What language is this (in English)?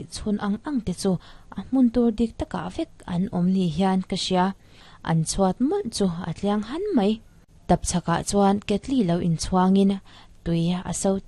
Mizo